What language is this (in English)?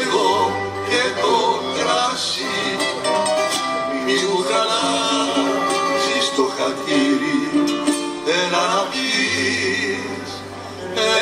Greek